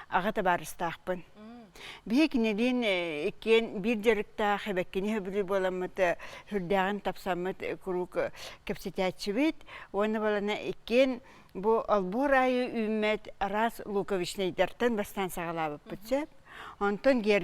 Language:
Yakut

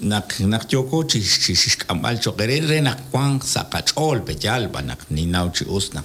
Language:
Kekchí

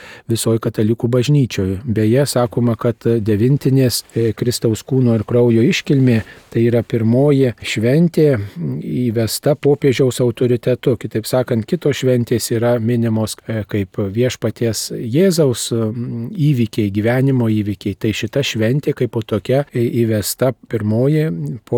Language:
Lithuanian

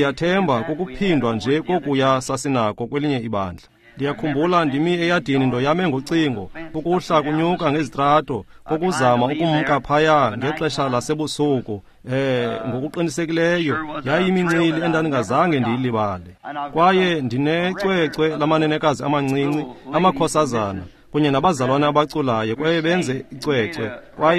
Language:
Xhosa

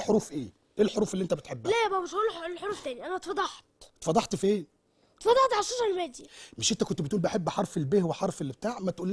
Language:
Egyptian Arabic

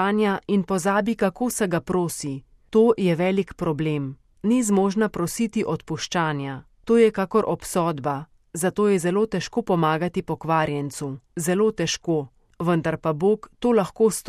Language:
Slovenian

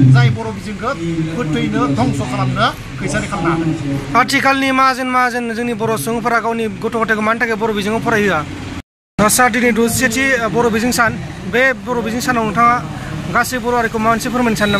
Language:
Bodo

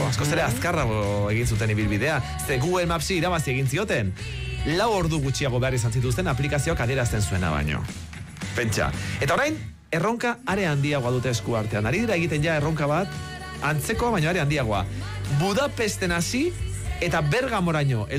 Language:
Basque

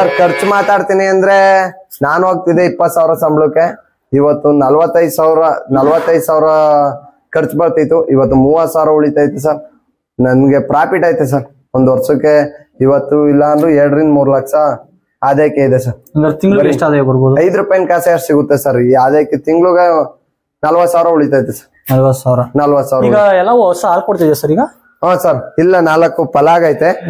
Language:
Kannada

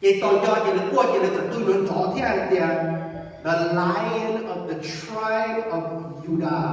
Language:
Hmong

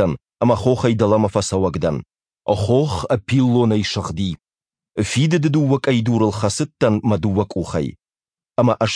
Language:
Ossetic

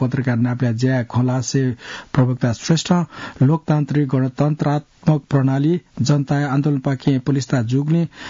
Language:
Newari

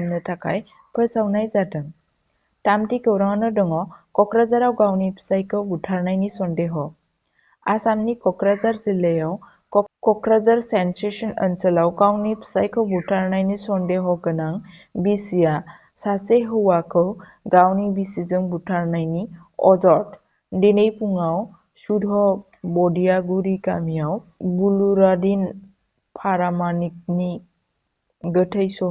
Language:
Bodo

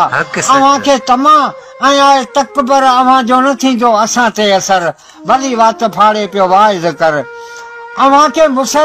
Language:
Sindhi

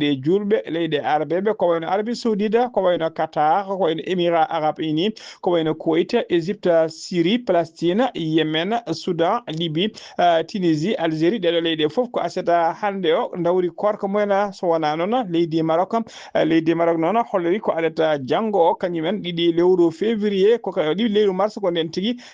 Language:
Fula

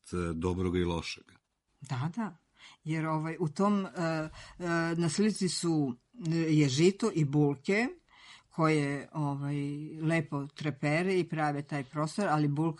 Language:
Serbian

